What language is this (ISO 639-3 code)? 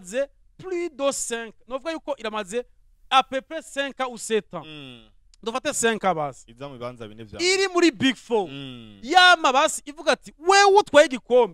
run